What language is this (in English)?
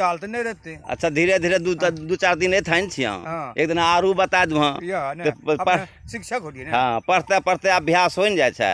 Angika